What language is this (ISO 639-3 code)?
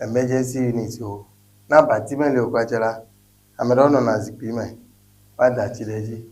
ewe